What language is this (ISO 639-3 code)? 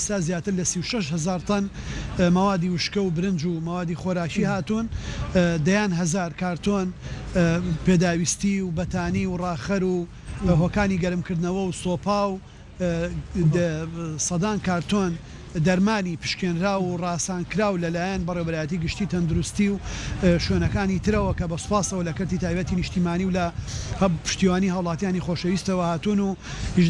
ckb